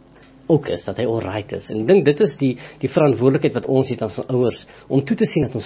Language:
Afrikaans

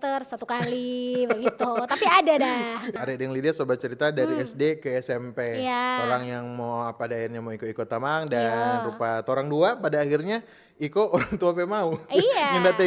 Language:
Manado Malay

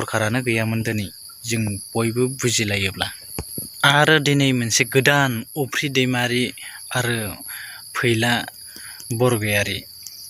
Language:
Bodo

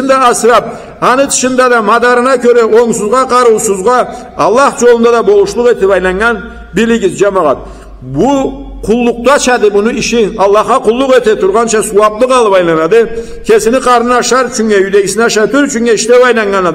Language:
Karachay-Balkar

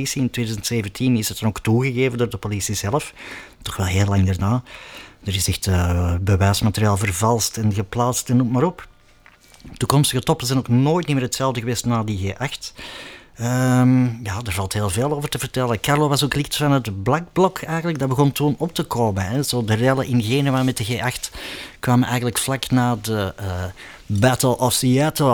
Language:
Dutch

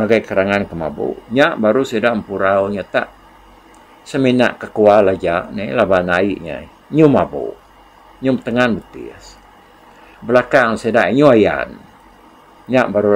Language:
Iban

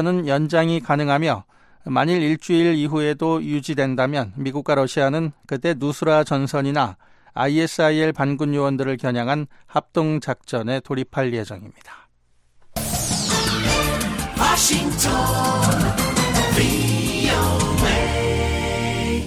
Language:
Korean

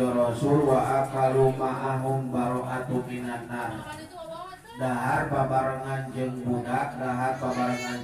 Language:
Sundanese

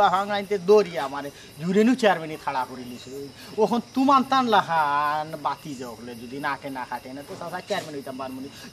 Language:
Sylheti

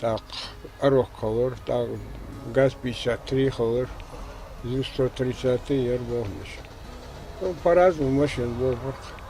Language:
Ingush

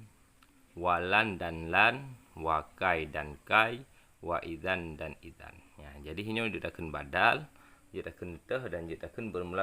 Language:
Achinese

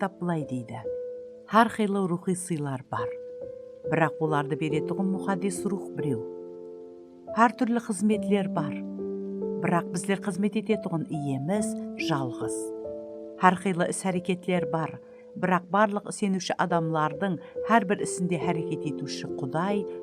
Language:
Kara-Kalpak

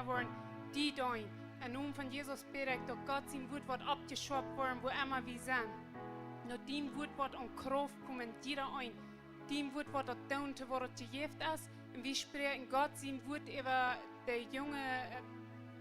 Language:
Plautdietsch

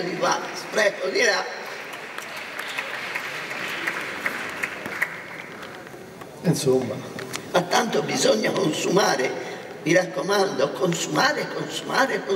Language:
Italian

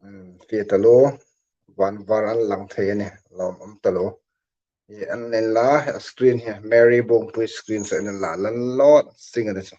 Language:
Hmar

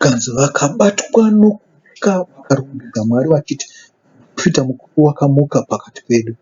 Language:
Shona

